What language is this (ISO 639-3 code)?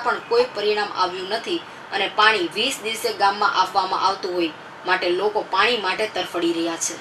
guj